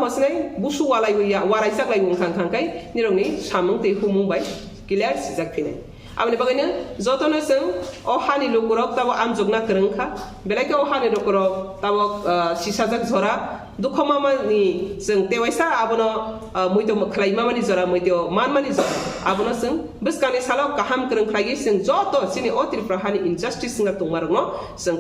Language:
Kok Borok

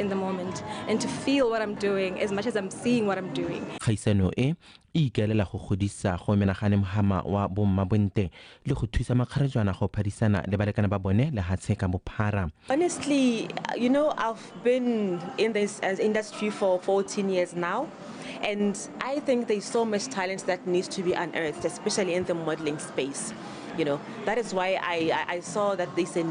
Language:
Tswana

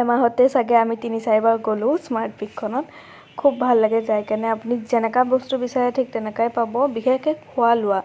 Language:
Assamese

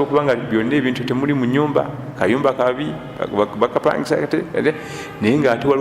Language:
Ganda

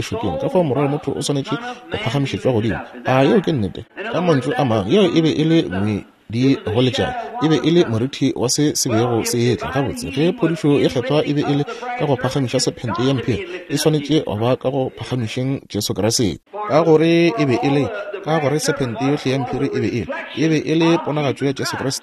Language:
Northern Sotho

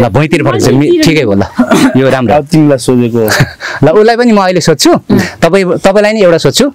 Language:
Nepali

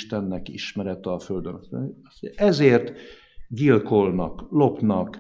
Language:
Hungarian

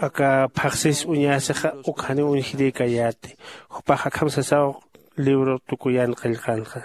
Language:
Aymara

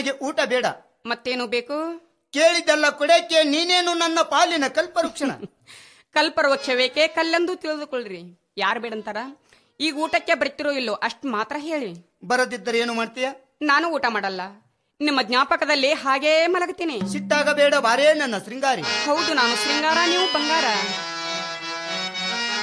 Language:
Kannada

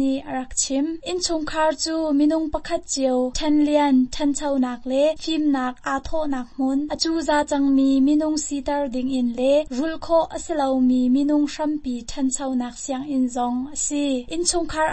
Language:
Hakha Chin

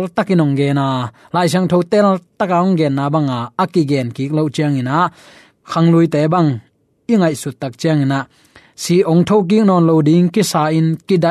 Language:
Tedim Chin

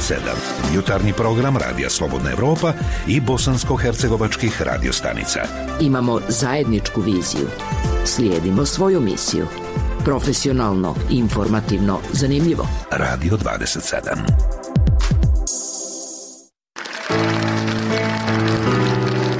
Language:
Bosnian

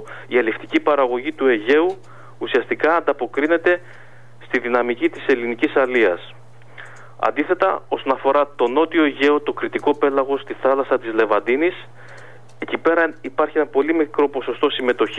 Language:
Greek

